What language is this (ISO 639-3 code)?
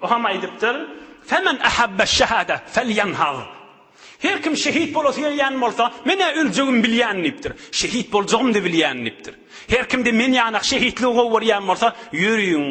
tuk